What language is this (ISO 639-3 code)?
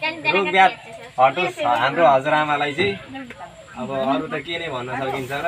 nep